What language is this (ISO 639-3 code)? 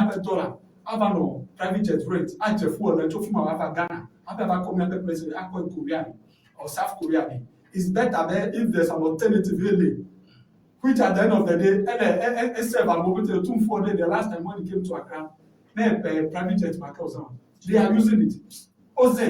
ewe